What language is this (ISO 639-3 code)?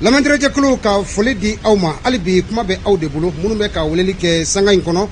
bam